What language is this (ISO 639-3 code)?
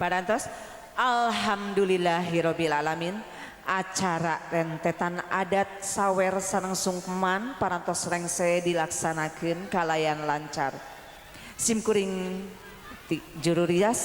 sun